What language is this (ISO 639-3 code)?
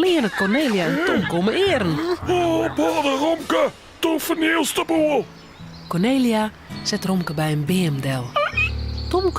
fry